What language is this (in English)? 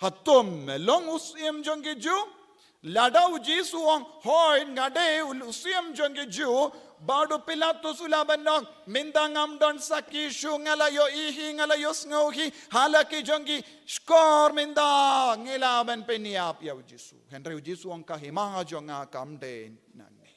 Khasi